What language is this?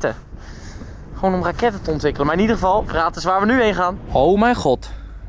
Dutch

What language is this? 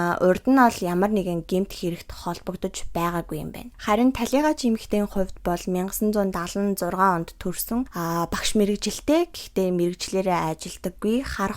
Mongolian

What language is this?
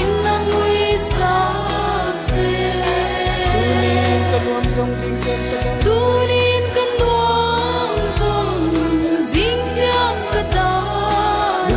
Paite Chin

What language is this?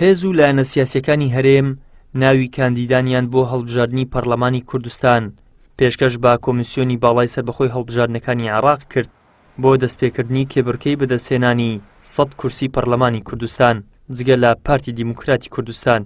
Central Kurdish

